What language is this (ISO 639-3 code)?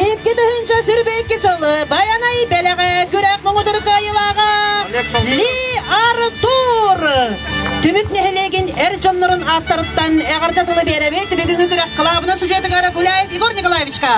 sah